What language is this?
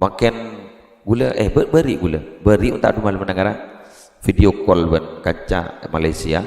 Madurese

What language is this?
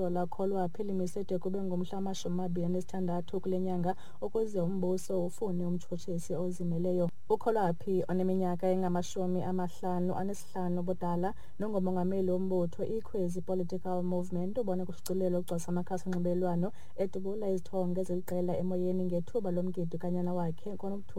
Xhosa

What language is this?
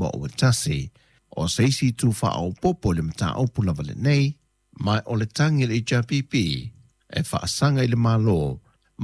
Samoan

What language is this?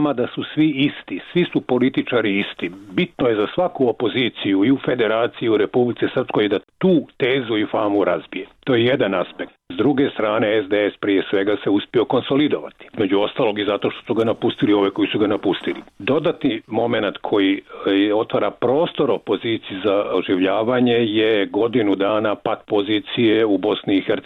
Bosnian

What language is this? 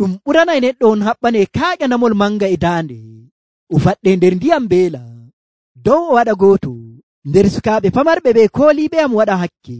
Nigerian Fulfulde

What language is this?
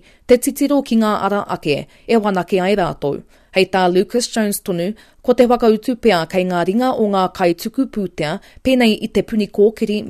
Māori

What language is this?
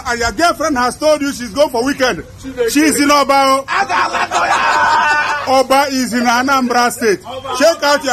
Nigerian Pidgin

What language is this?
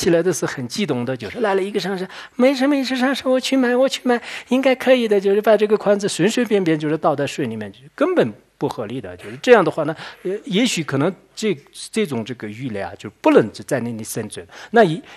Chinese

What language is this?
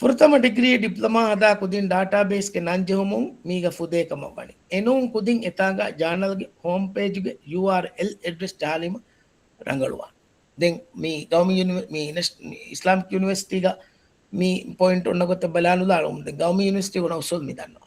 Divehi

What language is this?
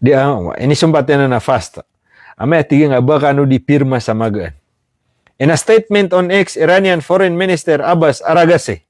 Maranao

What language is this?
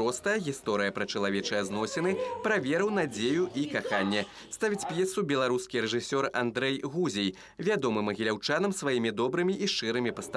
Belarusian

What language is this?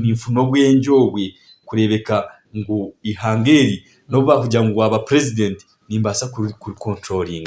Nyankole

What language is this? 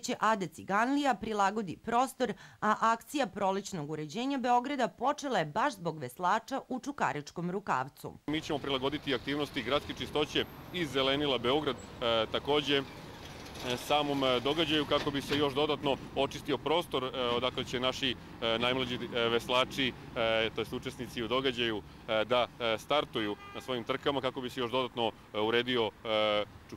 Serbian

